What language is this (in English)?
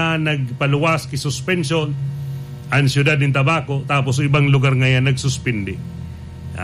Bikol